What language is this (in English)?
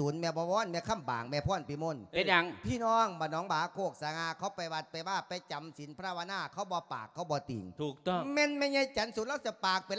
Lao